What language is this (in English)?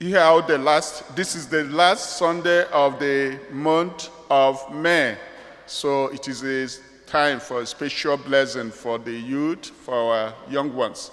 Igbo